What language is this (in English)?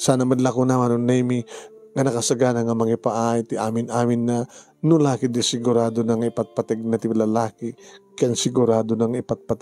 Iloko